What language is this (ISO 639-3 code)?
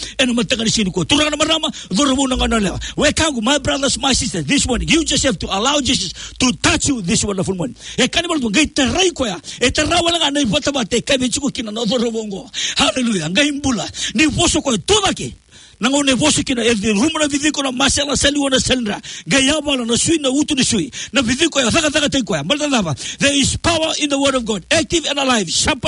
fij